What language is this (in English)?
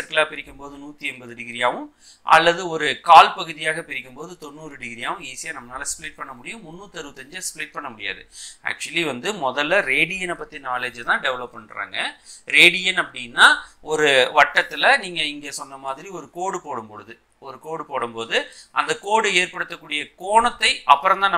Tamil